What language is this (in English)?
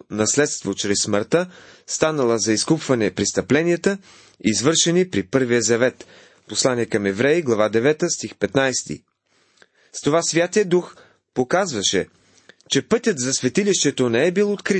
Bulgarian